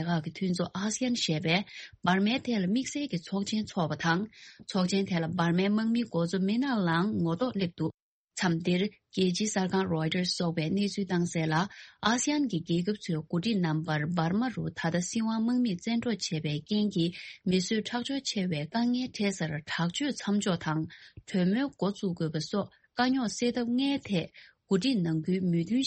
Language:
Tibetan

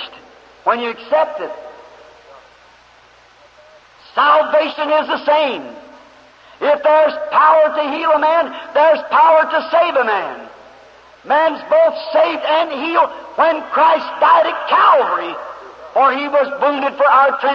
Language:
English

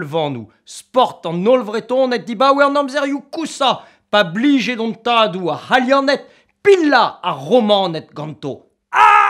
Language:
Breton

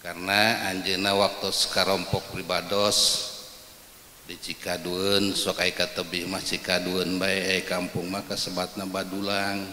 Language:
Sundanese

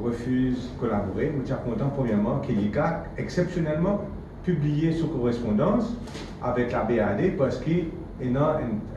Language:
Morisyen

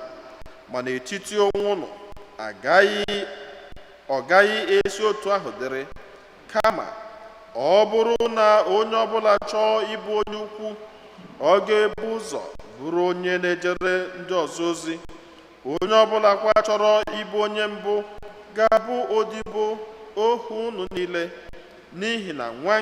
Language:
Igbo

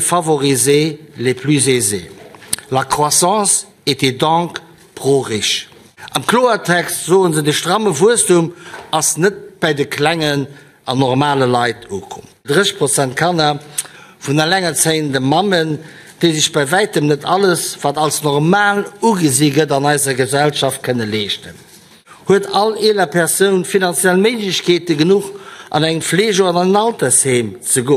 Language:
Luxembourgish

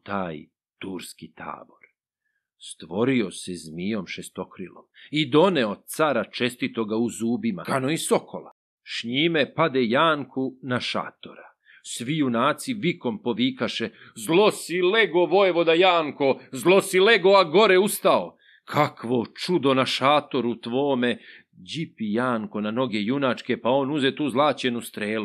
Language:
Serbian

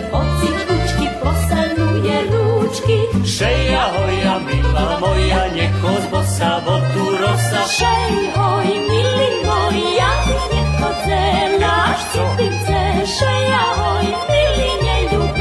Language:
Rusyn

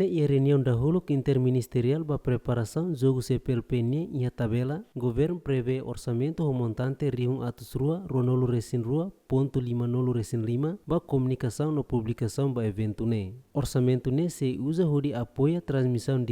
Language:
Tetum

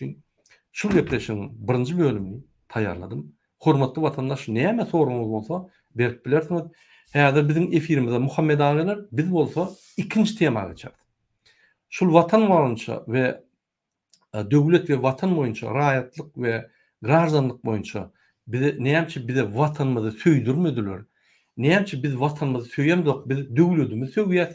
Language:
Turkmen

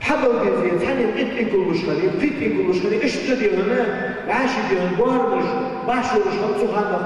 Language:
Ingush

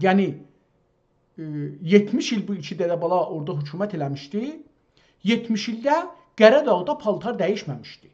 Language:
South Azerbaijani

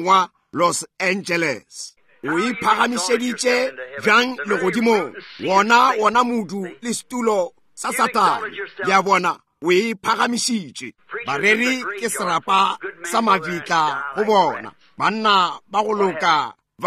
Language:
Northern Sotho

